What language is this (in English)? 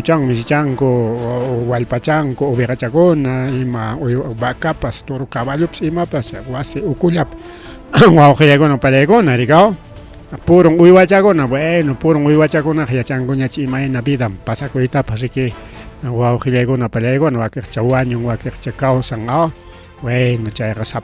Ayacucho Quechua